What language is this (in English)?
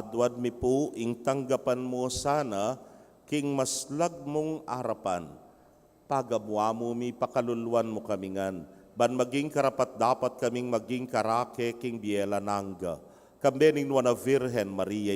Pampanga